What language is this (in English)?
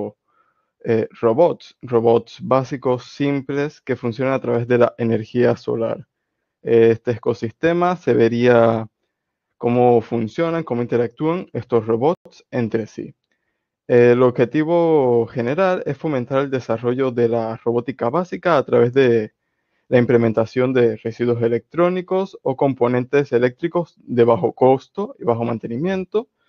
Spanish